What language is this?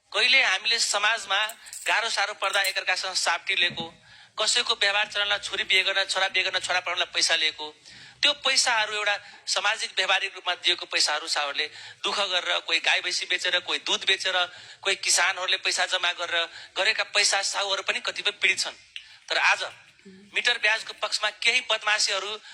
Nepali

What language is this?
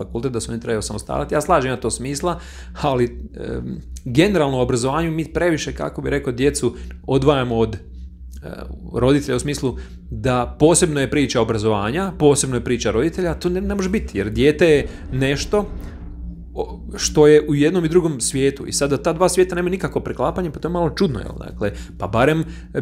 Croatian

